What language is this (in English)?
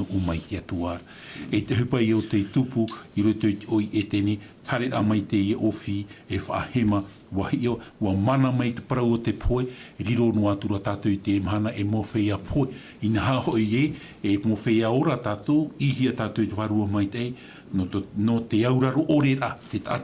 Tahitian